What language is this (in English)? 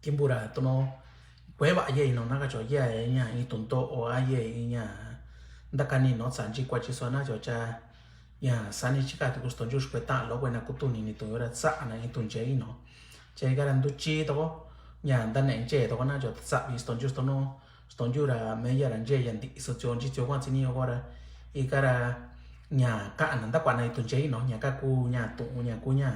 Mixtepec Mixtec